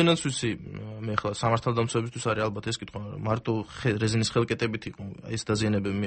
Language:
Georgian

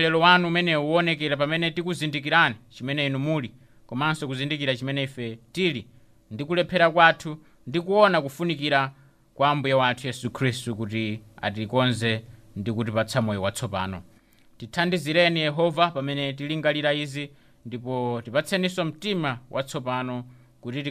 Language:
Nyanja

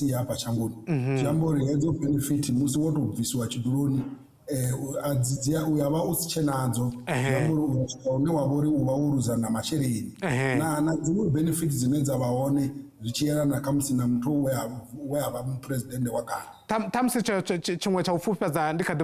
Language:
Venda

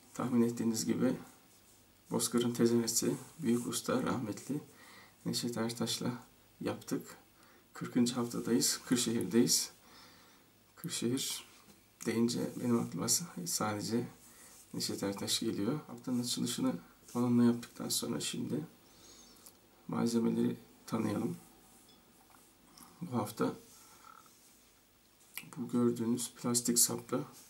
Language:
Turkish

